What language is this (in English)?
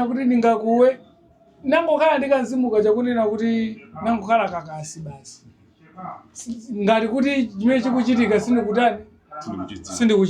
Nyanja